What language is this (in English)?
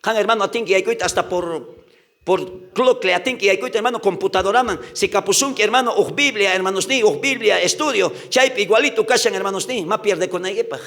South Bolivian Quechua